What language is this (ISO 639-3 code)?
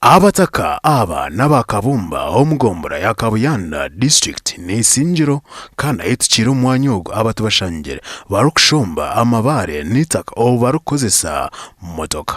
nyn